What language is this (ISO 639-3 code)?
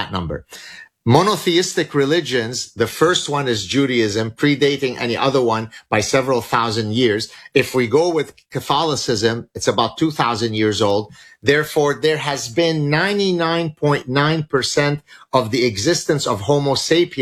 eng